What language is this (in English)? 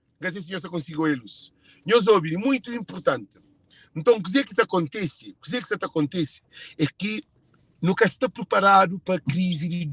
Kabuverdianu